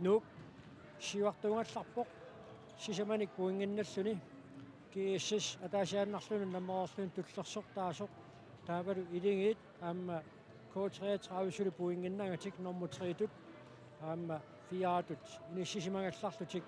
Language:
Kalaallisut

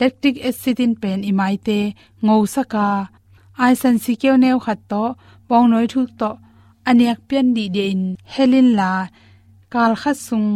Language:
Tedim Chin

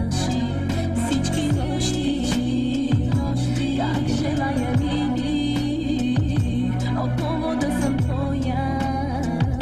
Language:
Bulgarian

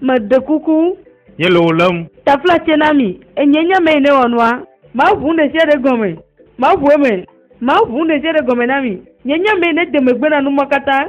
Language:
Ewe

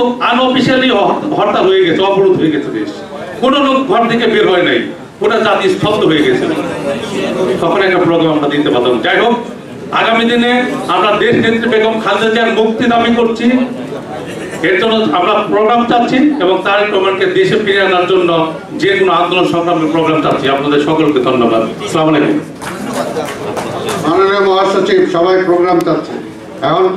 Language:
Bangla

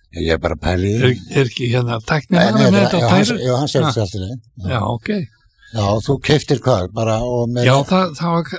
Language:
Icelandic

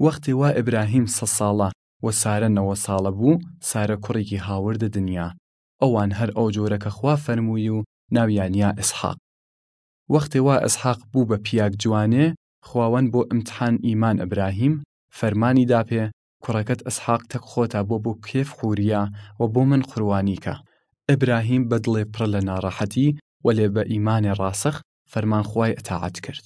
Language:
Southern Kurdish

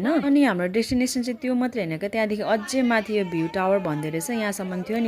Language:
Nepali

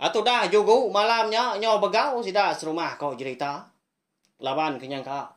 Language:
Iban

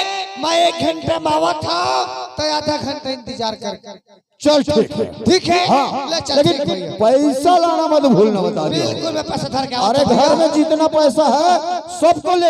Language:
Chhattisgarhi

